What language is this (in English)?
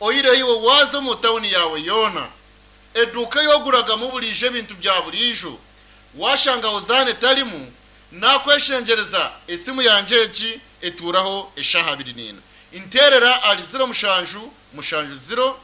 Nyankole